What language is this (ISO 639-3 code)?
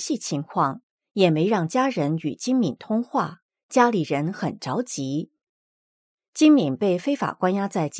zho